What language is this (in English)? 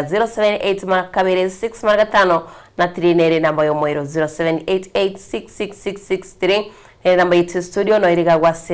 Gusii